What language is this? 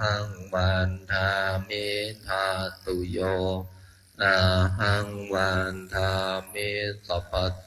Pali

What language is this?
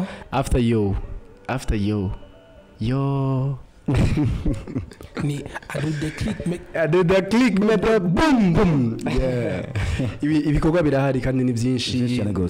Rundi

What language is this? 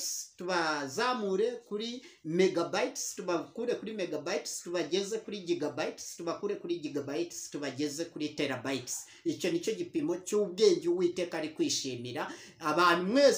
Kinyarwanda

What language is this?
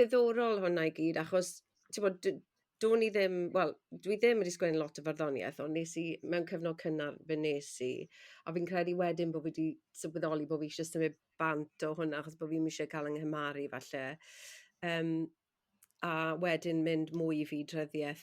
Welsh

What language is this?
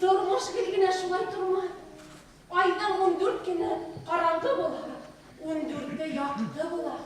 Bashkir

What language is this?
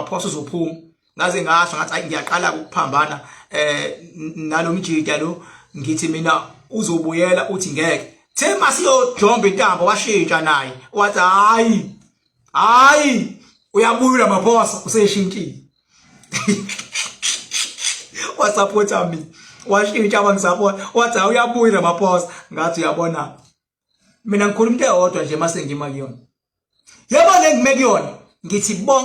Zulu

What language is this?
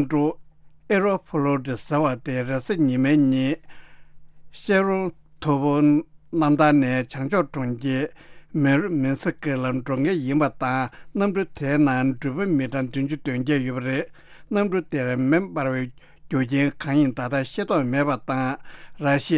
Tibetan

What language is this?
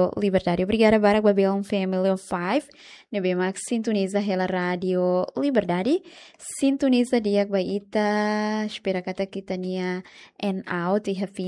Tetum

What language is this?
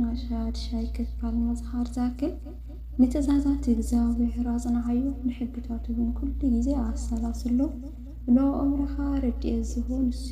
Tigrinya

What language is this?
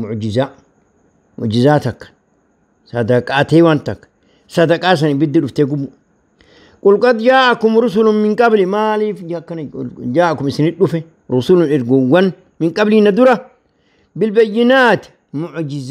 Oromo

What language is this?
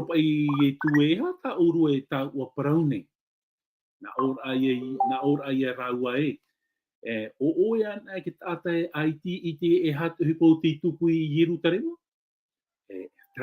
Tahitian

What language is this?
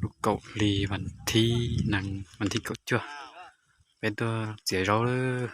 Hmong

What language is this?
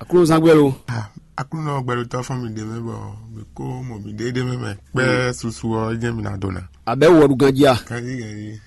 Fon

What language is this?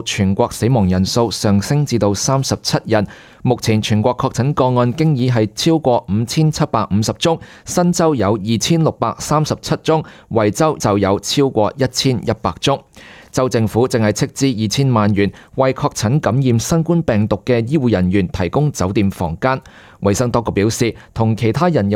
Cantonese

